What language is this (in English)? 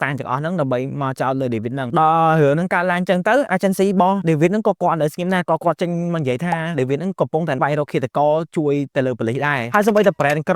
Khmer